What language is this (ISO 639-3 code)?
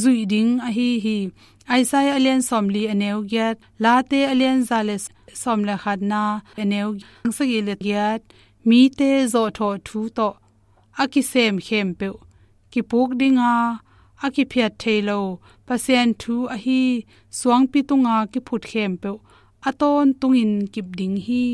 ctd